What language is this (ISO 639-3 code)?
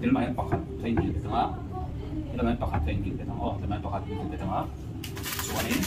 lus